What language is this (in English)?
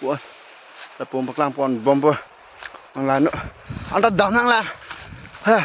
Karbi